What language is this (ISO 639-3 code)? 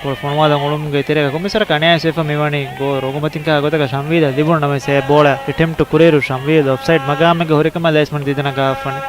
div